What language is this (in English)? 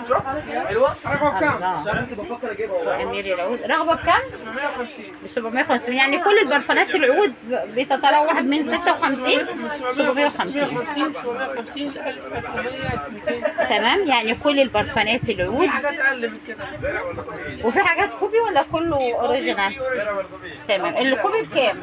Egyptian Arabic